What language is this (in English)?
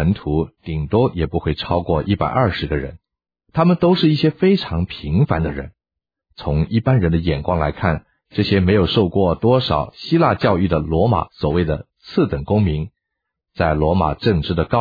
Chinese